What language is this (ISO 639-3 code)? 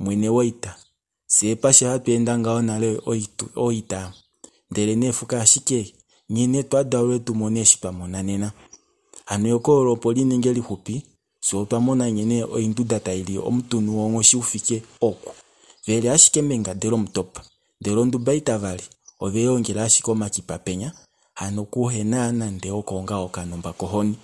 kua